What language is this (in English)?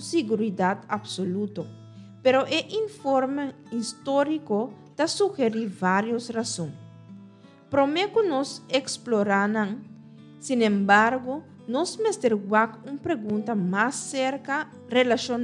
Papiamento